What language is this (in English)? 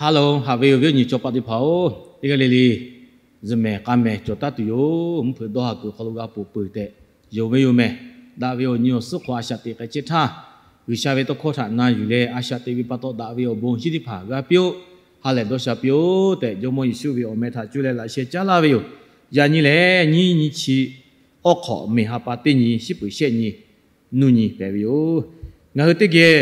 Lahu